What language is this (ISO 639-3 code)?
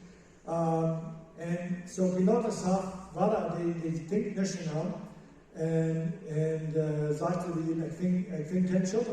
pdt